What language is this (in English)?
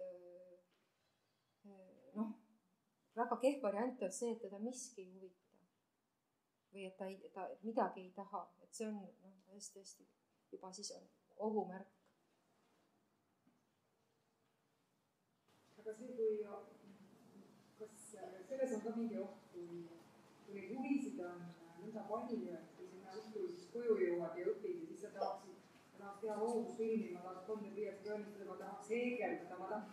Estonian